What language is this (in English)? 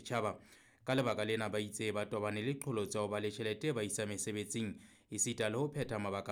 Southern Sotho